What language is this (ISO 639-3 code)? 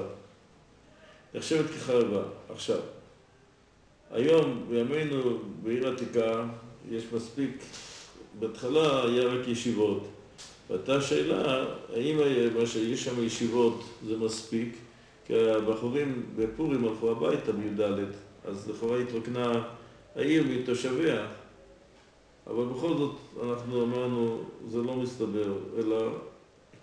heb